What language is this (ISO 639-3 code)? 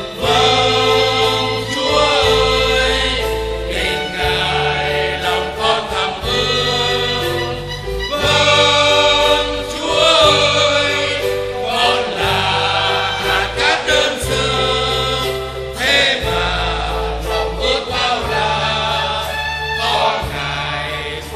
vie